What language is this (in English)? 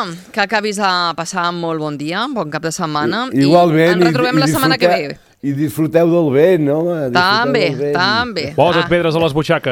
Catalan